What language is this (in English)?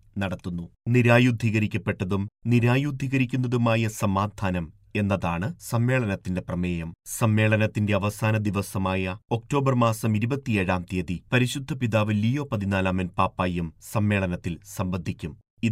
Malayalam